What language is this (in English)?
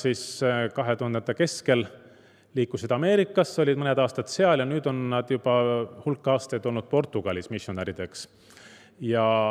Estonian